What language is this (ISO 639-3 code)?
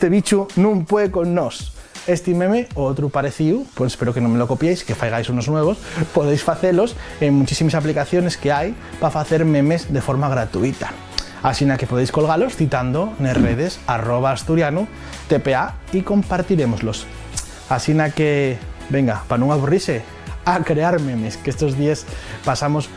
ast